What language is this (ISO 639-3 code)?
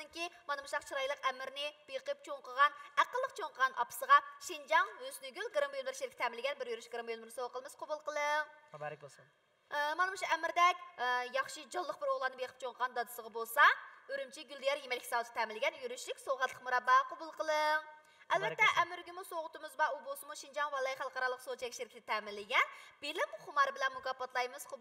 uig